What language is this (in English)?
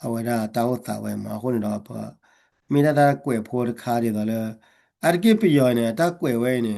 S'gaw Karen